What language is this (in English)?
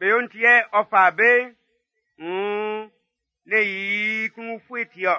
Baoulé